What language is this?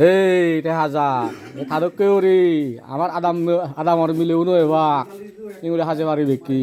Chakma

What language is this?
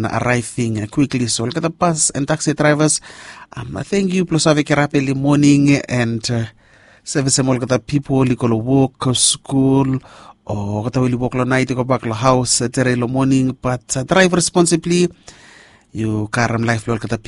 Bislama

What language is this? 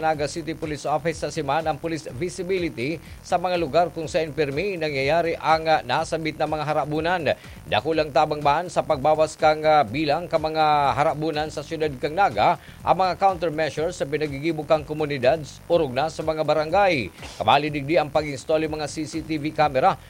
Bikol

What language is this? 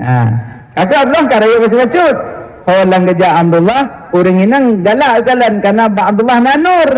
Achinese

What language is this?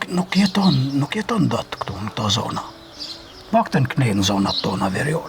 Albanian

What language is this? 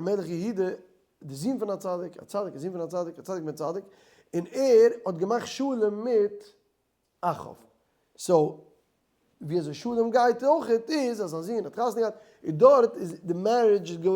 Yiddish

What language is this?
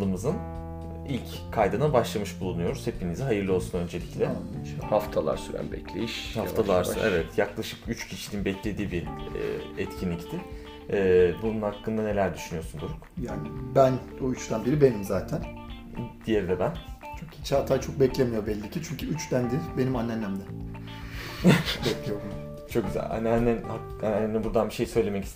Turkish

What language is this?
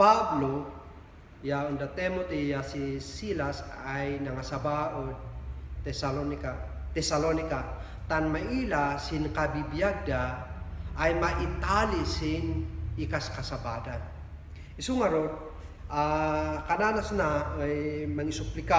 Kankanaey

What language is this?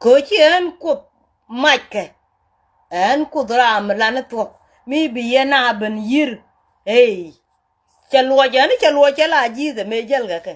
Nuer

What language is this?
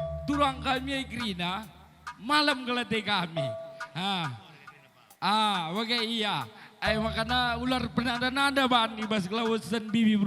Batak Karo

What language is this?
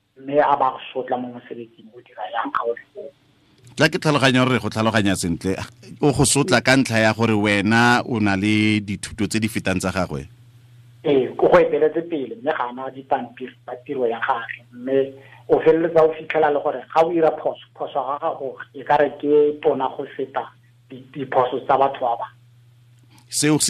Tswana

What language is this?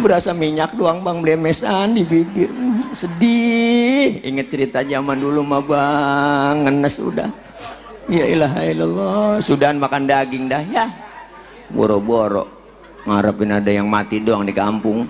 Betawi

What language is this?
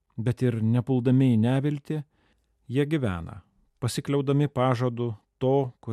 Lithuanian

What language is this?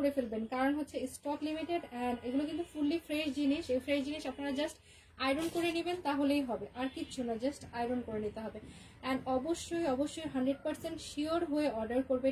Bangla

